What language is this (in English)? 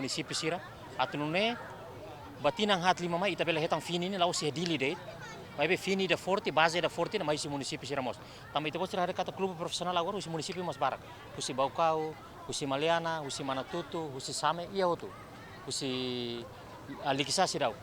Tetum